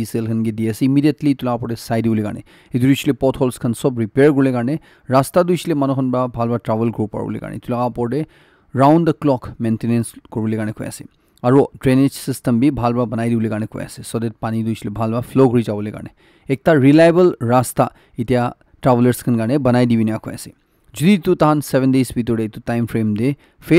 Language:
Naga Pidgin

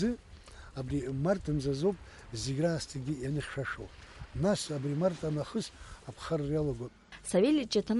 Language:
Abkhazian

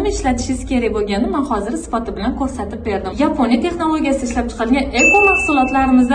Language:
Uzbek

